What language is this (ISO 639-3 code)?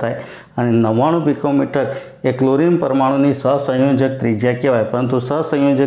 guj